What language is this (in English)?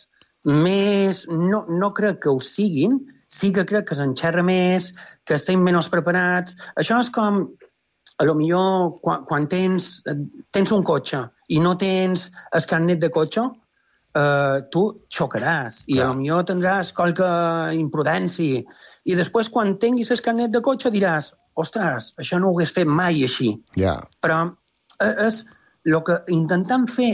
Catalan